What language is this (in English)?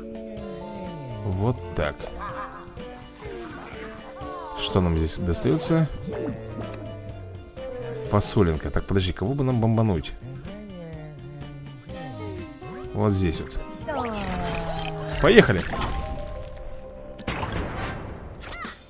Russian